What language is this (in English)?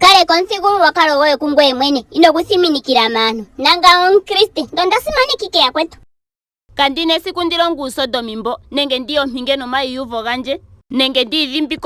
Ndonga